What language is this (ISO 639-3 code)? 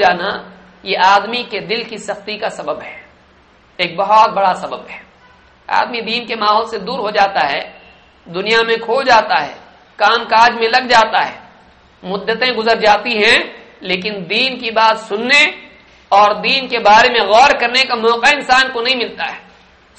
urd